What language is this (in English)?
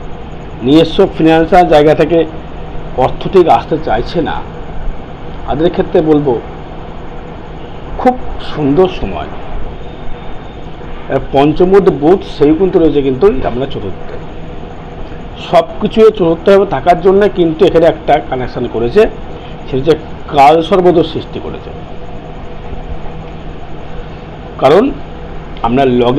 Bangla